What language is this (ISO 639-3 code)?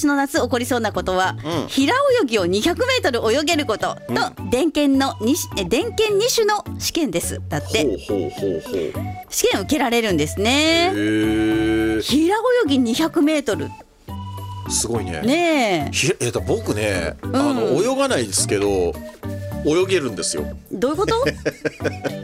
jpn